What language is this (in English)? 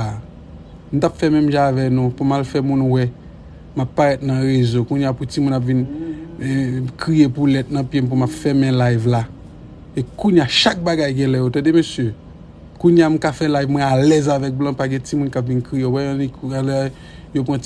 Haitian Creole